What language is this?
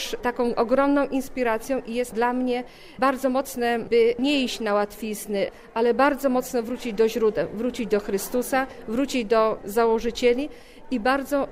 Polish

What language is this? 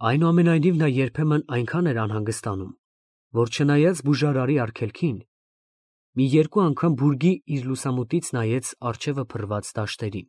Armenian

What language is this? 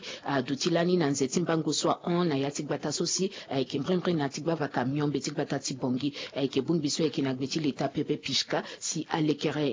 Sango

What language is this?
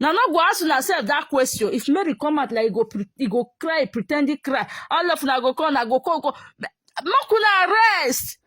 Nigerian Pidgin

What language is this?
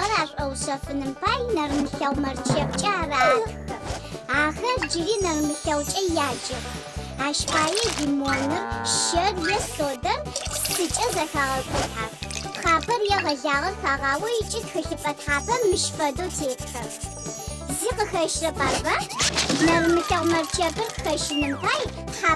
Adyghe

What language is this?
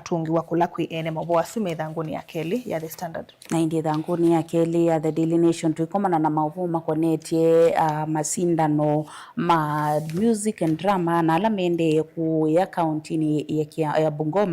Kamba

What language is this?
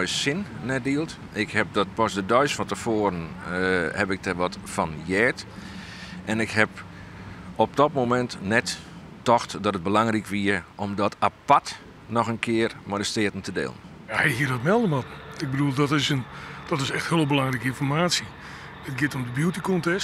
Western Frisian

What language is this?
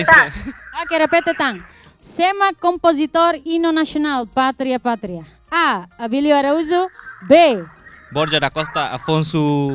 Tetum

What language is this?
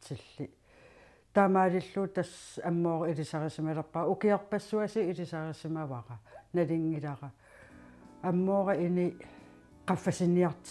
Kalaallisut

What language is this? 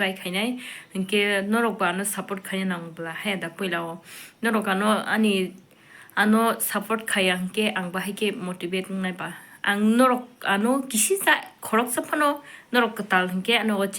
Kok Borok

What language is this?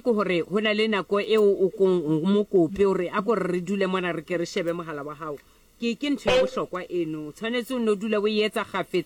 Southern Sotho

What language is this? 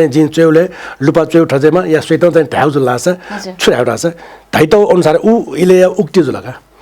Newari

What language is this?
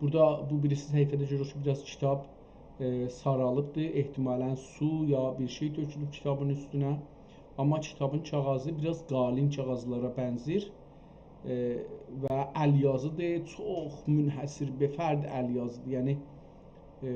South Azerbaijani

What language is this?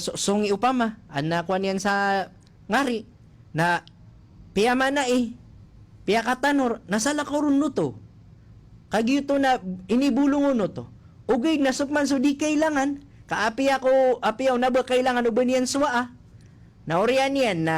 Maranao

